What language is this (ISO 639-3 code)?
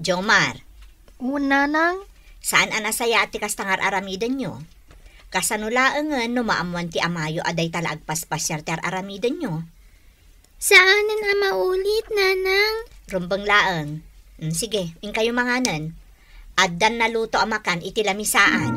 ilo